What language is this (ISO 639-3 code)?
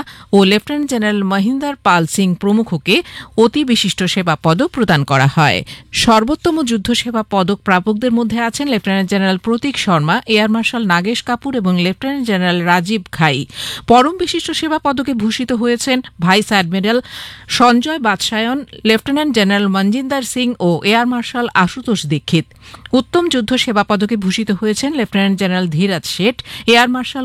ben